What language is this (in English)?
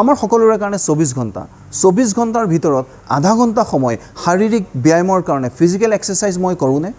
Assamese